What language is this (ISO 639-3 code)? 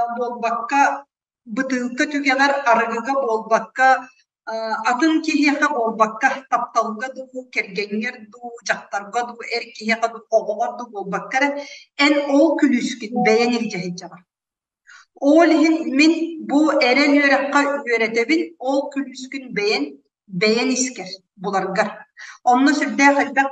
sah